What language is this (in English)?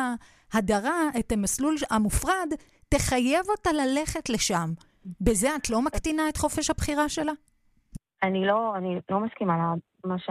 Hebrew